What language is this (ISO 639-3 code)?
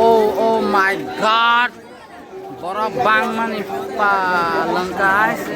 trp